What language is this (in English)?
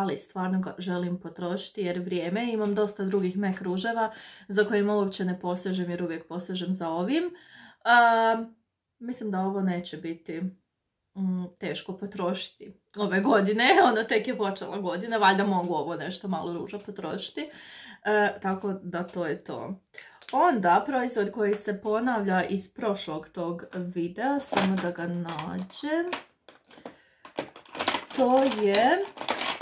Croatian